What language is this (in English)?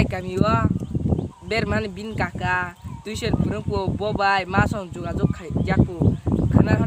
Kok Borok